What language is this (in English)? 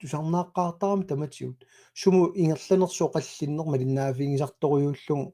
Kalaallisut